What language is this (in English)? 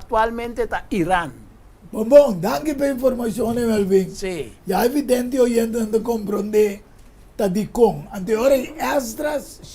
Papiamento